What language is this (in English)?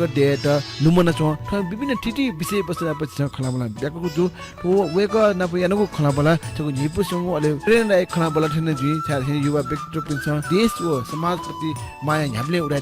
Newari